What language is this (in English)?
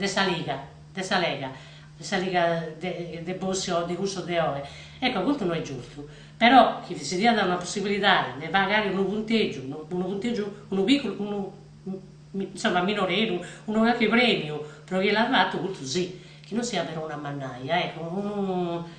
Sardinian